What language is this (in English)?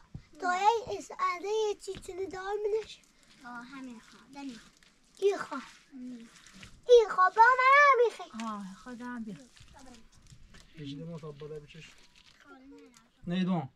Persian